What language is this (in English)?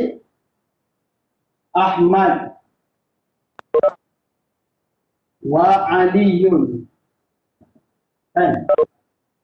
Malay